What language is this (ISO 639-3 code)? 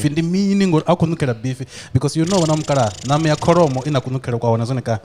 ven